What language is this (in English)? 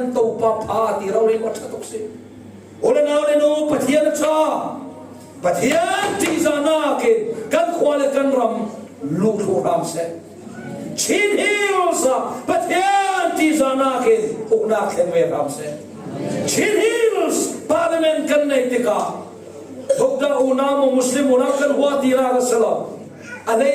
Falam Chin